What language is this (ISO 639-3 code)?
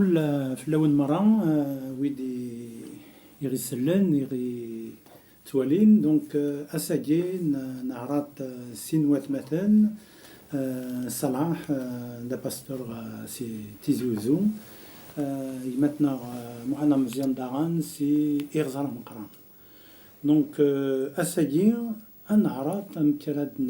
kab